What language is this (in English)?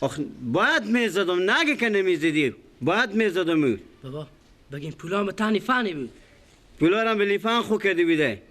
Persian